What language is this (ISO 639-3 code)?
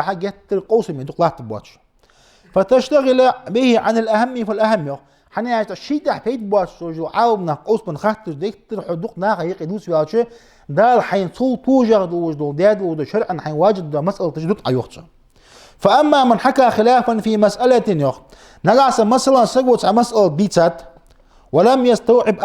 inh